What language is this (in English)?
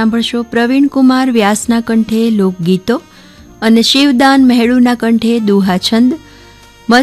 Gujarati